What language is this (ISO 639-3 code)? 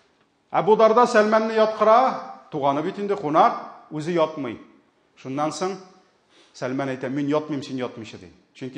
tat